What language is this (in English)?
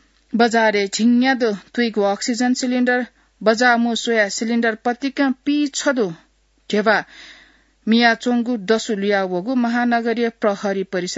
Newari